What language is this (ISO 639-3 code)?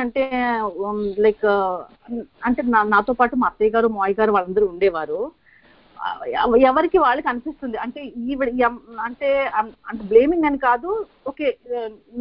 tel